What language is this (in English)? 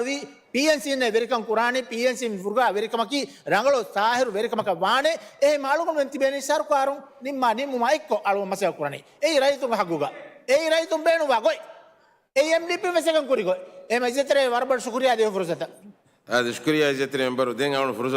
Divehi